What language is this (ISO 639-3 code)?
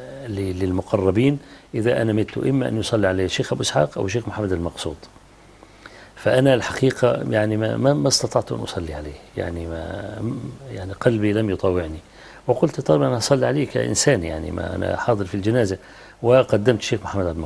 ara